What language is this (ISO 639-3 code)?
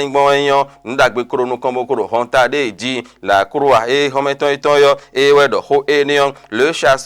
fon